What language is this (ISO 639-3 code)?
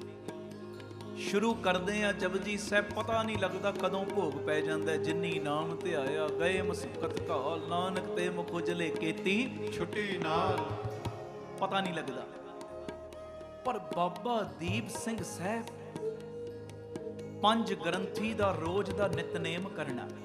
pan